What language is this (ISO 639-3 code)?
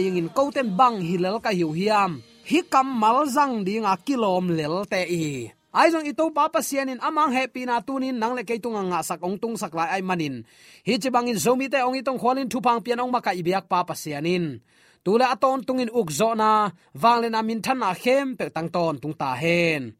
ctd